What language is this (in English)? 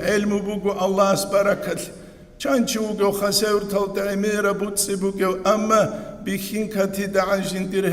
Avaric